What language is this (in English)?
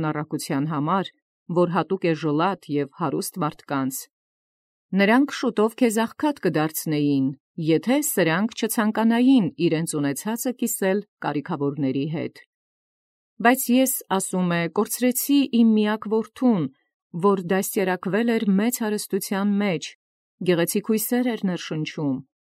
Armenian